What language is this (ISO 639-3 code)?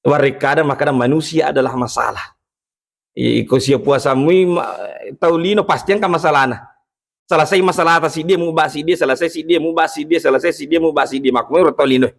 bug